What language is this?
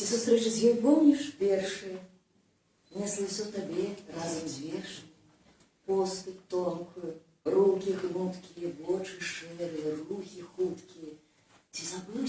Belarusian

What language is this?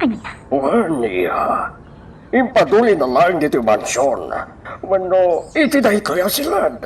Iloko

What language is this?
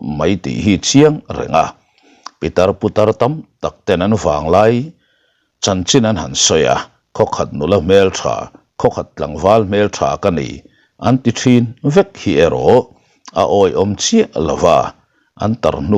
Mizo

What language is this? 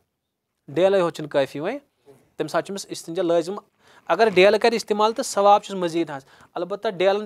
Kashmiri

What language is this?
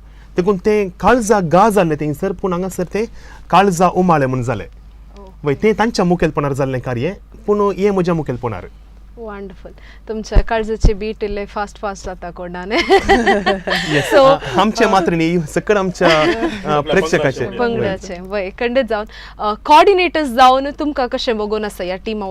Konkani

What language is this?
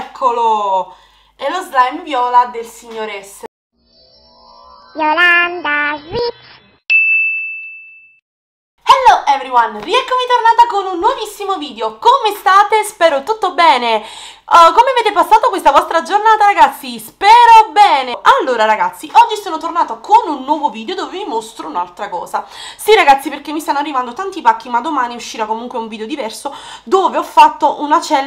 Italian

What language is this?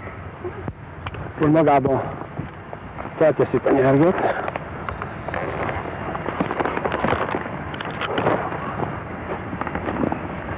Hungarian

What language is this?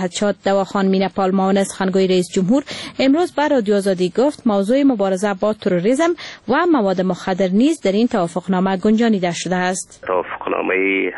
Persian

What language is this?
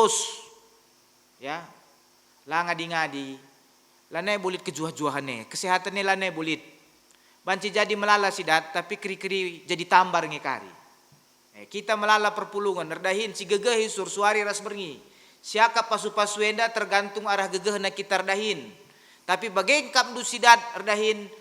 Batak Karo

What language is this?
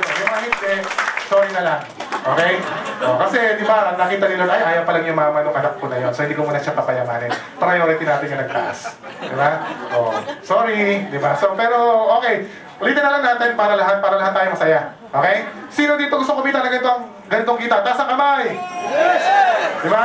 Filipino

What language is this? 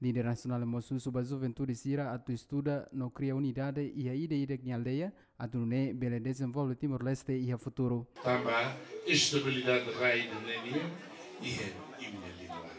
Tetum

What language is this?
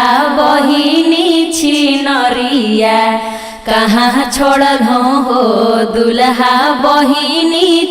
Magahi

